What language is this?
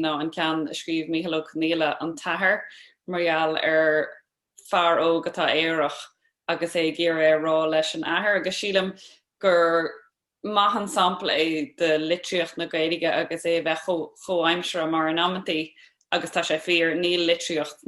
Irish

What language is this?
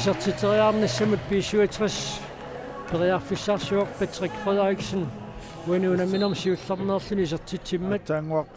Kalaallisut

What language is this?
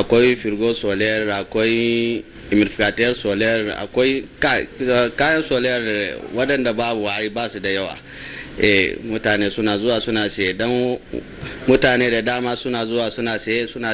Hausa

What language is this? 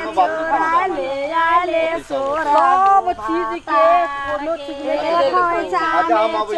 Maithili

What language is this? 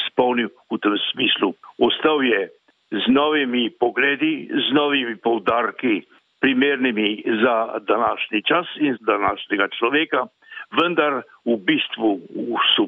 Slovenian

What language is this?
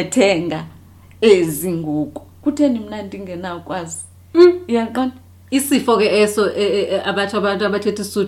Xhosa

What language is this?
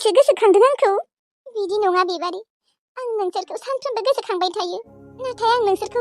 Bodo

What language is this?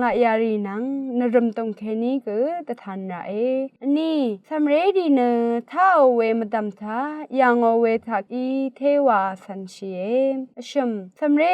Rawang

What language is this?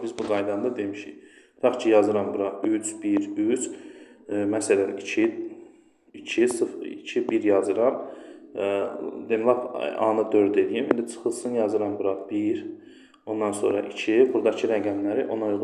Azerbaijani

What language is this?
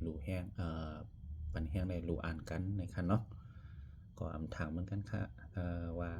Shan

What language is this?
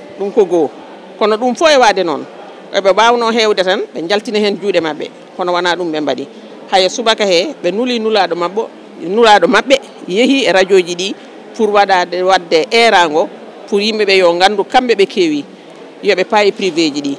Fula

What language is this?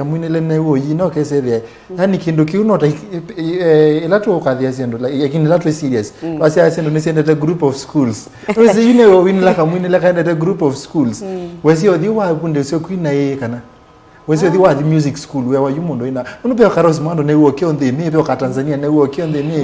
Kamba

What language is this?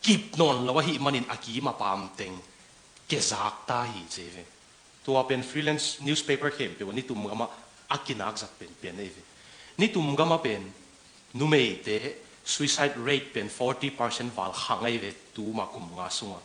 Tedim Chin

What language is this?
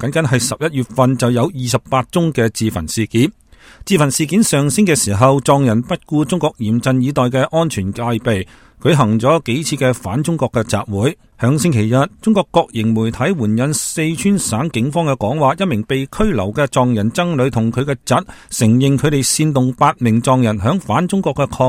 Cantonese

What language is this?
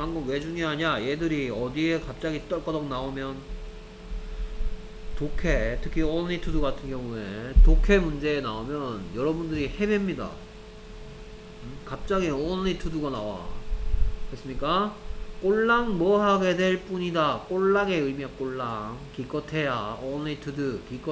Korean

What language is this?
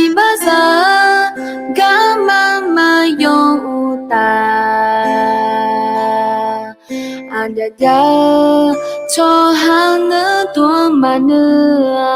Akha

